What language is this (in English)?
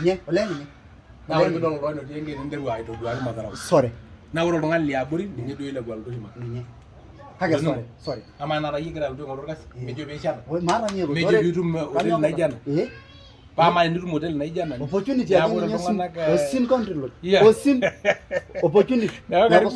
Masai